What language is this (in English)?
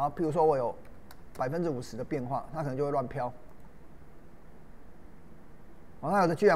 Chinese